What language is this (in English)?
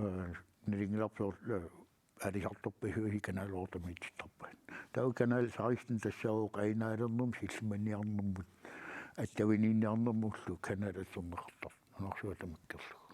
Kalaallisut